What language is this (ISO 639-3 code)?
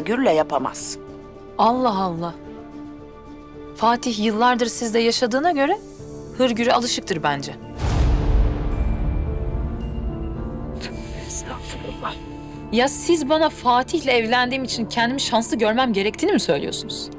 tur